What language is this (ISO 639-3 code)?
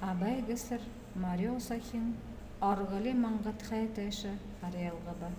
bua